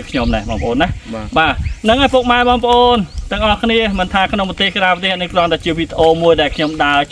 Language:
Khmer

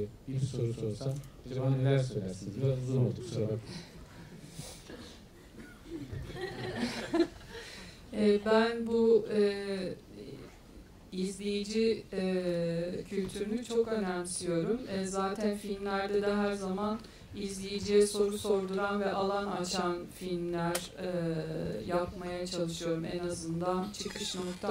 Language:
Turkish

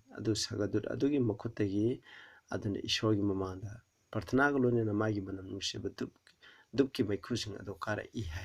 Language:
Manipuri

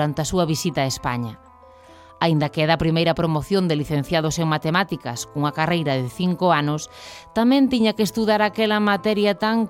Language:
Galician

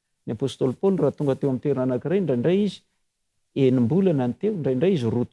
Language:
Malagasy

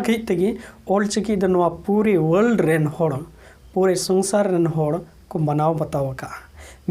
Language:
Santali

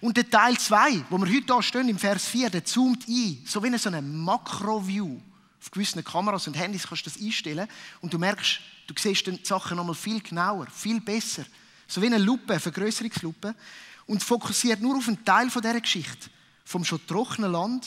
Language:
Swiss German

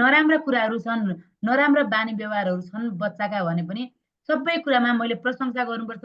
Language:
Nepali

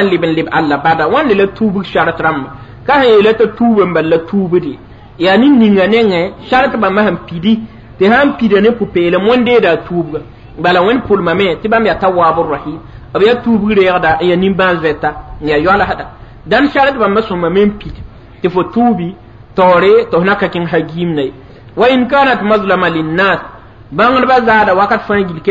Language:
Mossi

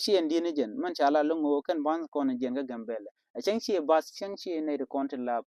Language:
Nuer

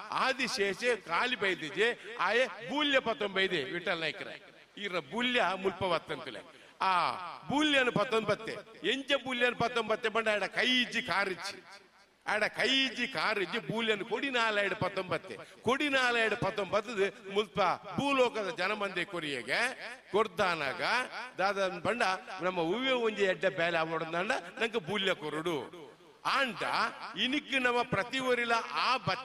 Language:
Tulu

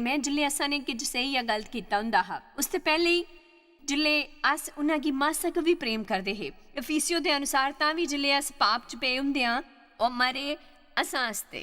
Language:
Dogri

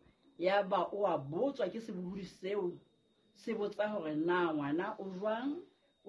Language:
Southern Sotho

